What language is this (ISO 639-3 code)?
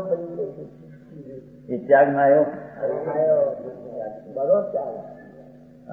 guj